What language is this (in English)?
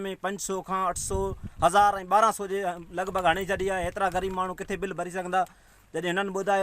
Sindhi